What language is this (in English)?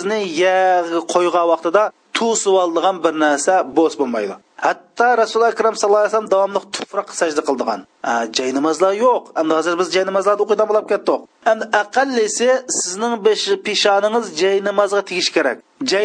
Uyghur